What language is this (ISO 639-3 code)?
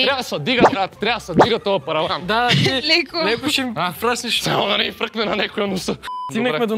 bul